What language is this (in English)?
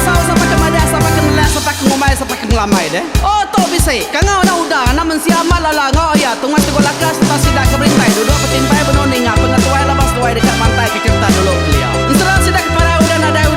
Iban